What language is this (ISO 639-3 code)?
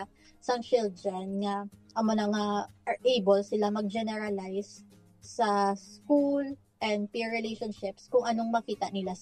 hil